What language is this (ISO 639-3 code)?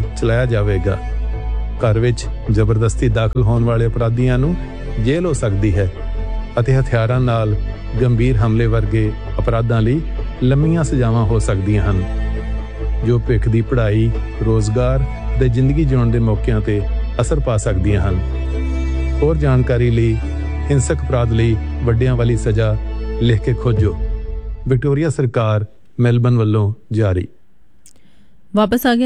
pan